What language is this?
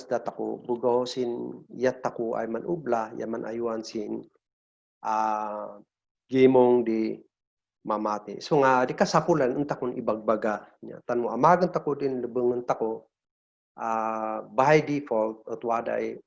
Kankanaey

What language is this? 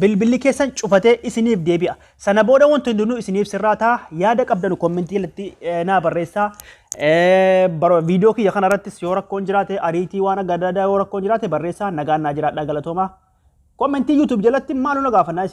Oromo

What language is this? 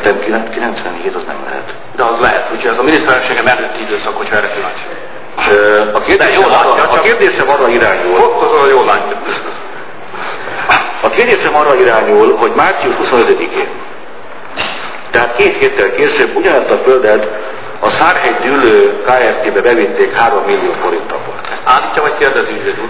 Hungarian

